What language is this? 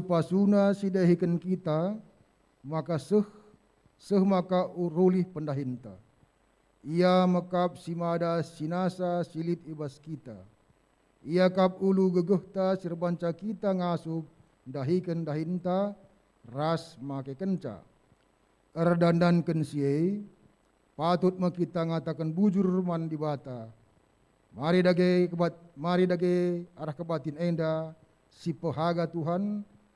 Batak Karo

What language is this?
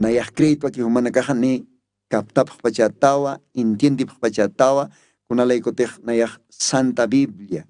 Aymara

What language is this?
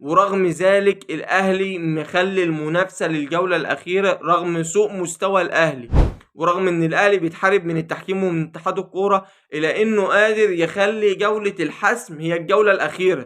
Egyptian Arabic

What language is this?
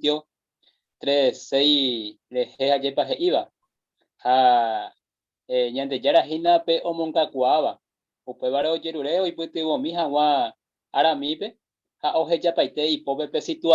Guarani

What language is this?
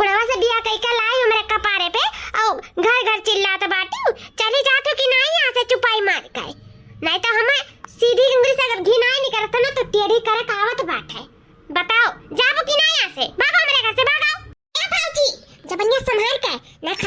Awadhi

